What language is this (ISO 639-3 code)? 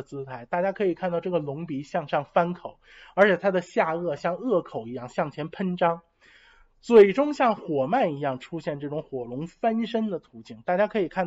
zho